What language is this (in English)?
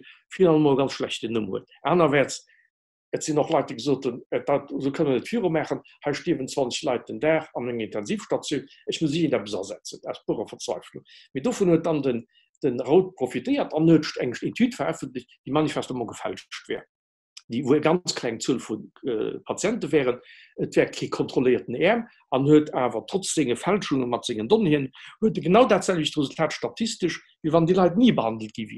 Luxembourgish